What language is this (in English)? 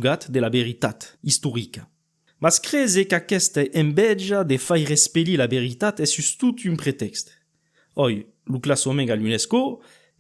Occitan